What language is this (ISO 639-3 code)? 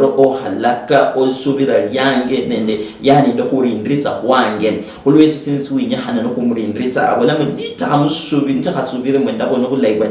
luy